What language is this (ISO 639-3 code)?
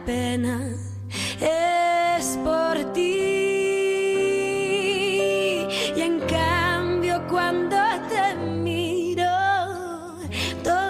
spa